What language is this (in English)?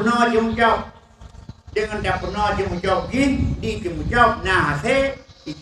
Achinese